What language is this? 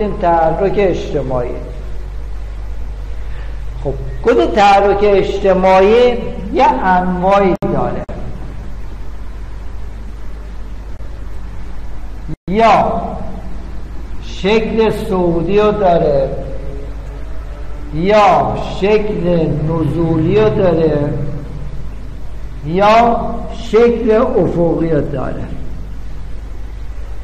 Persian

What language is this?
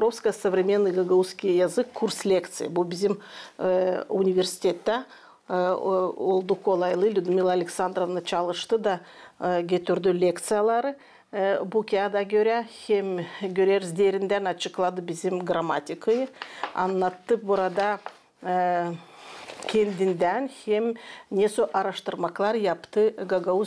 Gagauz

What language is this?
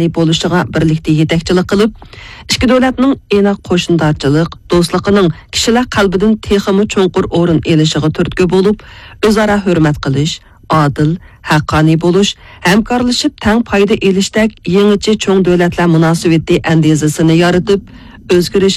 Uyghur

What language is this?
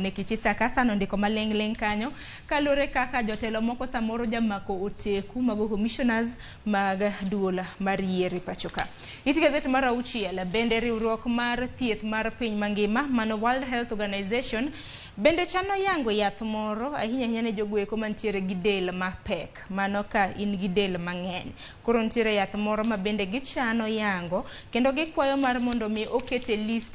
Luo (Kenya and Tanzania)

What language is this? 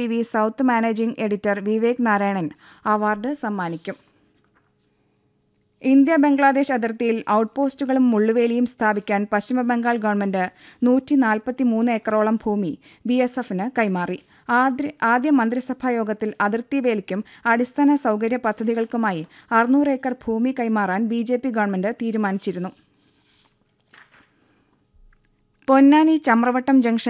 Malayalam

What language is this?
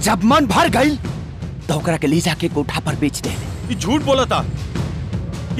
Bhojpuri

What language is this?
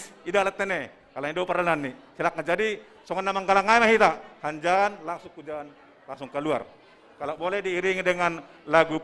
Batak Simalungun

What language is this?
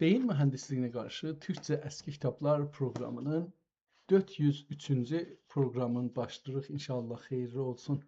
South Azerbaijani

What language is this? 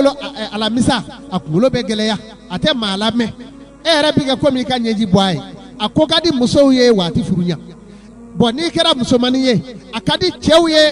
Bambara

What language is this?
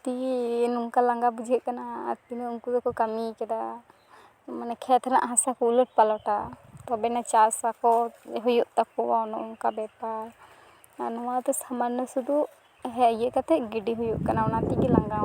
Santali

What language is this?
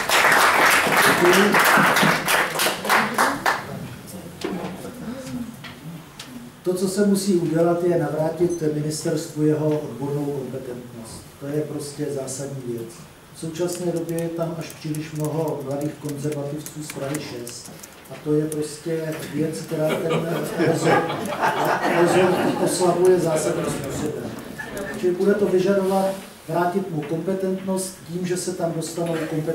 Czech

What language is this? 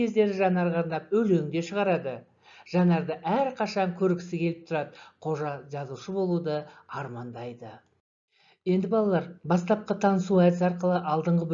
Kazakh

